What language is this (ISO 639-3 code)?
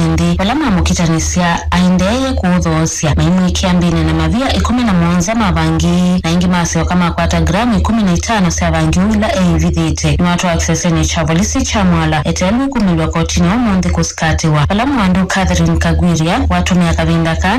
kam